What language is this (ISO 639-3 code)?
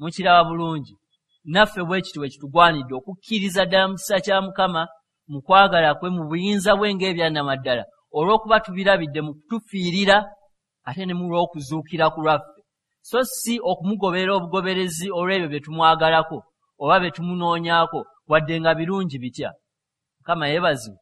lug